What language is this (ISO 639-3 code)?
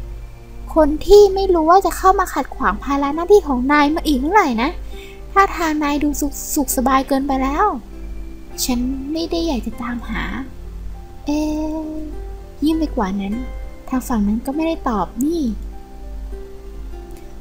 tha